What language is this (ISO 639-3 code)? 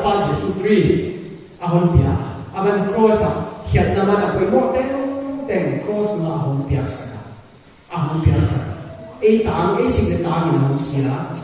pck